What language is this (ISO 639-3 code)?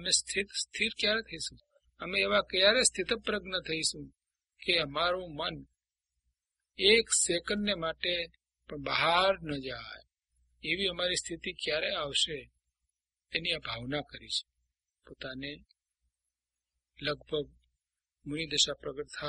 guj